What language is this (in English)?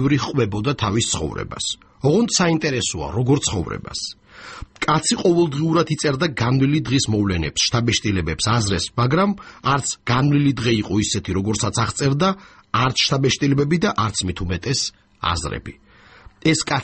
Georgian